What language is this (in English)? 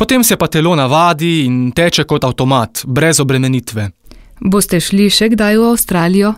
Slovenian